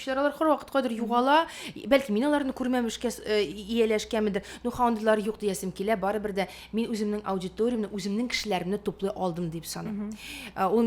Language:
Tatar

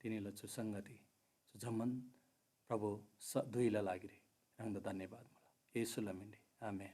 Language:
Eastern Tamang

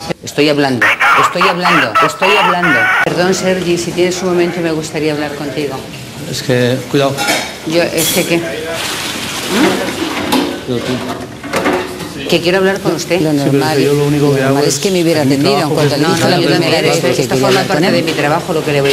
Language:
Spanish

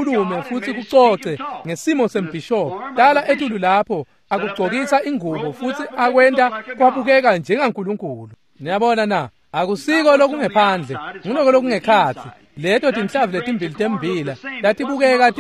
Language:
Swati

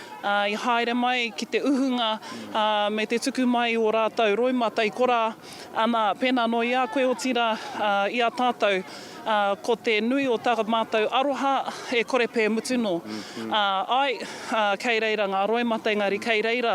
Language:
Māori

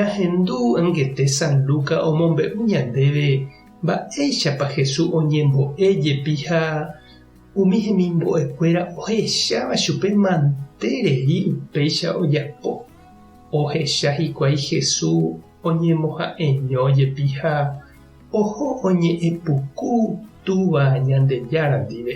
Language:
Guarani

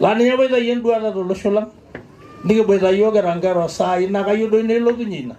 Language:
Masai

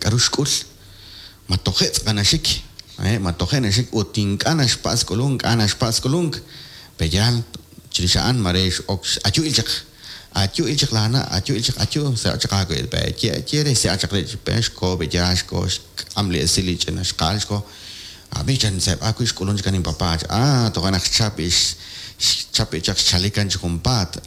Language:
Kekchí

